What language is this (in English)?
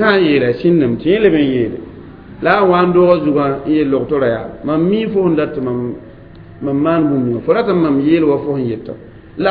Mossi